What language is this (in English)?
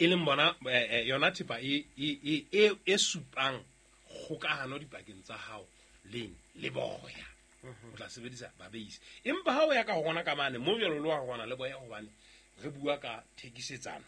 Southern Sotho